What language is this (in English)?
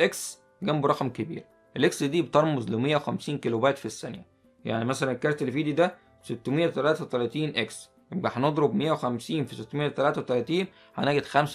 Egyptian Arabic